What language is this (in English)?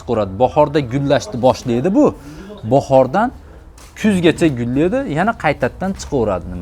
Uzbek